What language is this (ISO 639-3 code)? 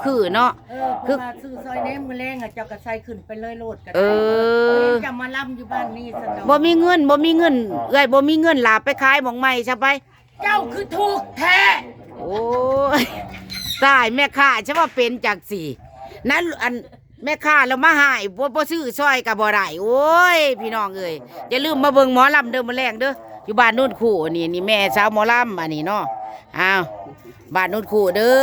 lao